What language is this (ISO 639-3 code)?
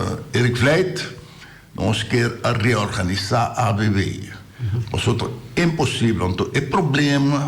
pap